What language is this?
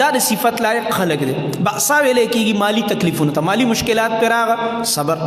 Pashto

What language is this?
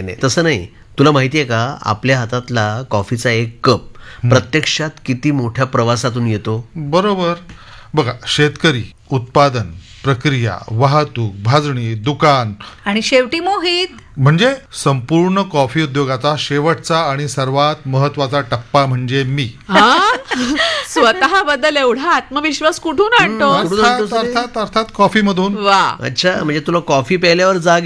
Marathi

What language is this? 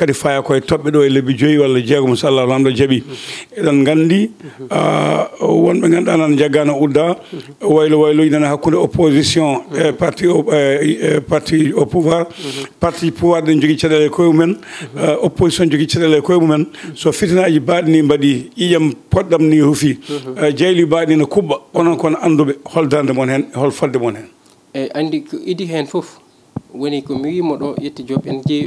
Fula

